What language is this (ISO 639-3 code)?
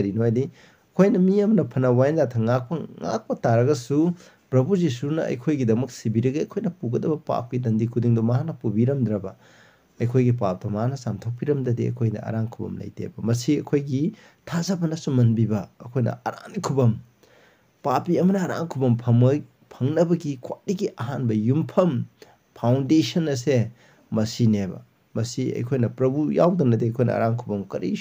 mni